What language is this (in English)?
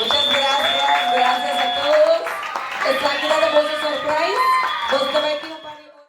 Papiamento